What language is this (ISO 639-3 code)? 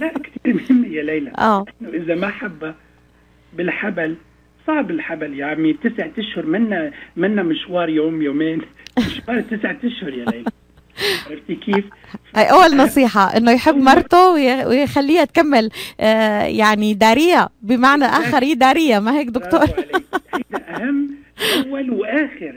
apc